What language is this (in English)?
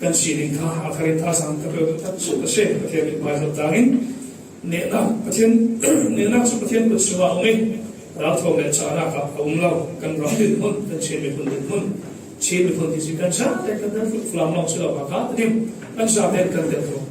Falam Chin